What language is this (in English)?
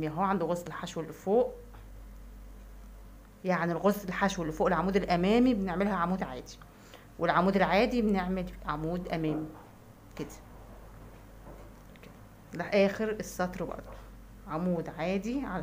Egyptian Arabic